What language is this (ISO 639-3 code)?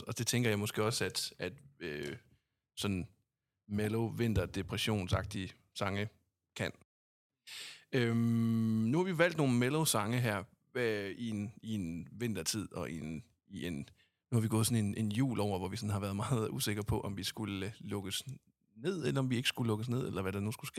dan